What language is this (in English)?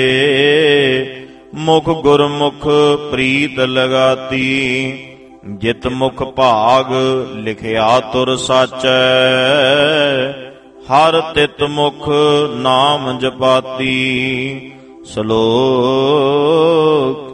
Punjabi